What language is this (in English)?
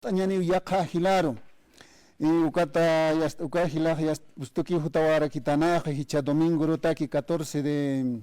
Aymara